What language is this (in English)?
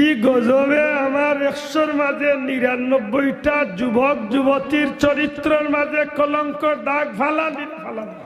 Sylheti